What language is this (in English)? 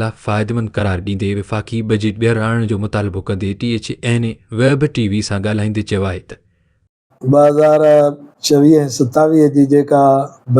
Sindhi